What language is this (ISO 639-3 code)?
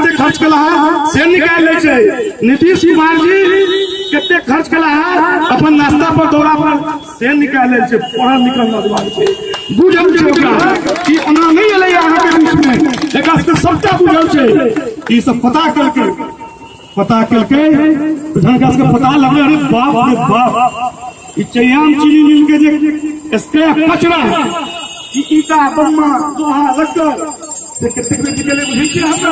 mai